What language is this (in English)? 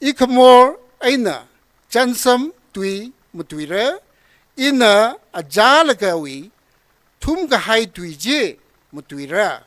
Tangkhul Naga (India)